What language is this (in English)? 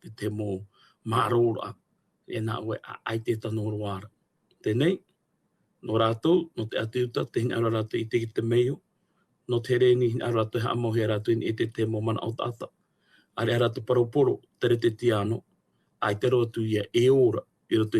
Tahitian